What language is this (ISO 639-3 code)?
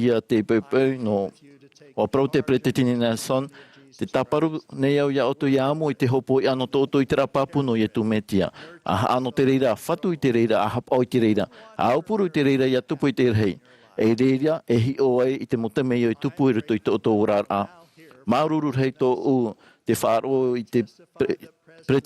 tah